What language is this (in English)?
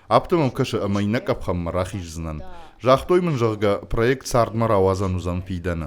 Ossetic